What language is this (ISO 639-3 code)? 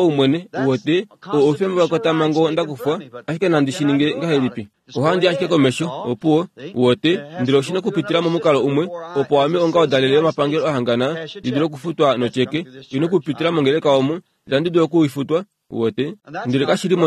kua